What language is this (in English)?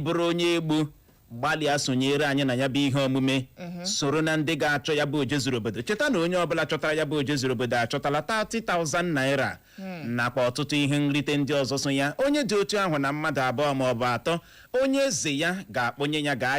Igbo